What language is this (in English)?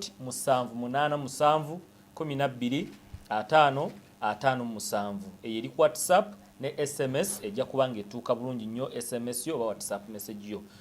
Ganda